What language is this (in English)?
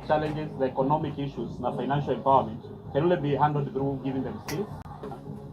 Kamba